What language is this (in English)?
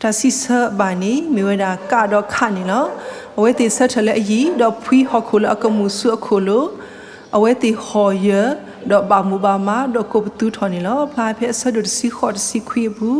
S'gaw Karen